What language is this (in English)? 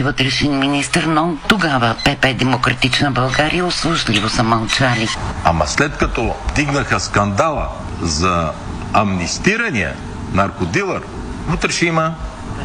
Bulgarian